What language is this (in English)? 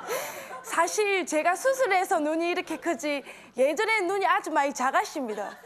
Korean